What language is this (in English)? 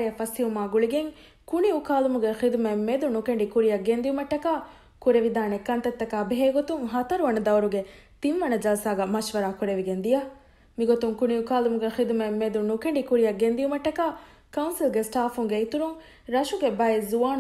Divehi